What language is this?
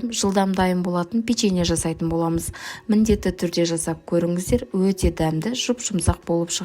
Kazakh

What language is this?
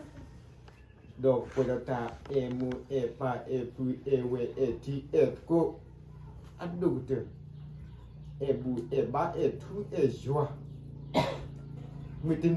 S'gaw Karen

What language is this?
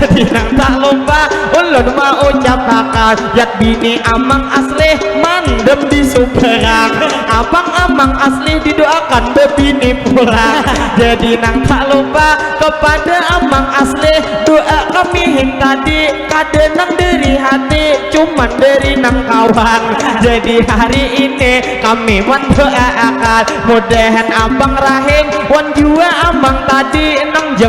Banjar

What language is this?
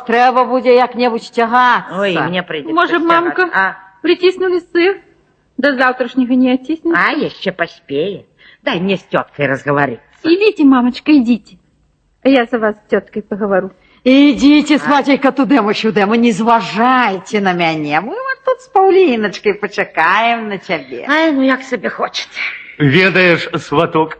Belarusian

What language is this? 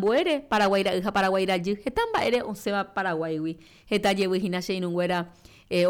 Guarani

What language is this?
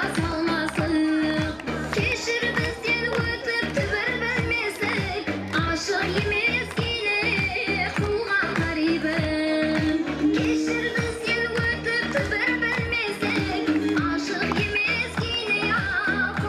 Kara-Kalpak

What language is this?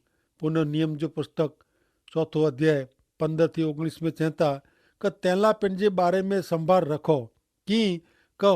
Kachhi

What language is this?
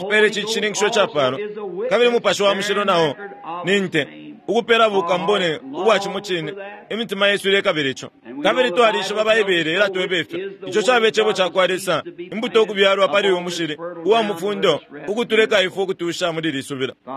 Bemba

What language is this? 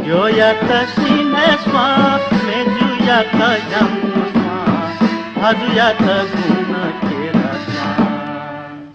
Newari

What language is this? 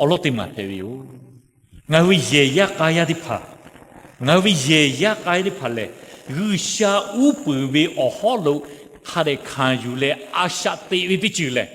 Lahu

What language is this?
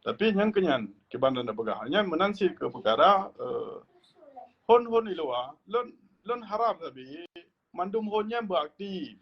Achinese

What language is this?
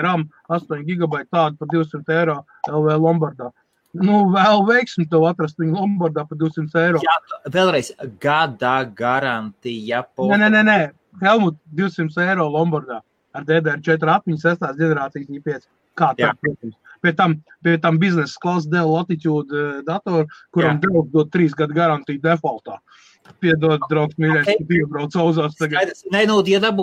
Latvian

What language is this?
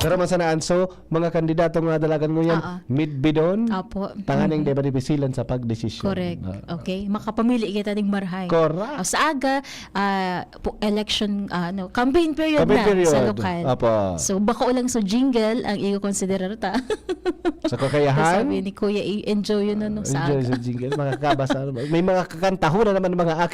Bikol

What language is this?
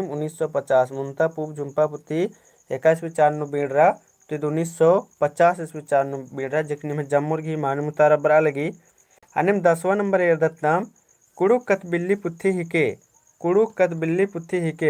Kurukh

